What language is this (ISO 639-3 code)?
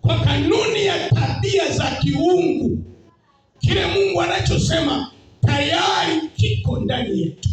swa